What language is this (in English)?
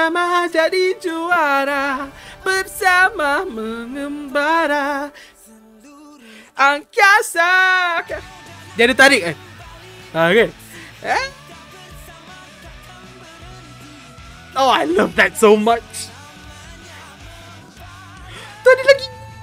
Malay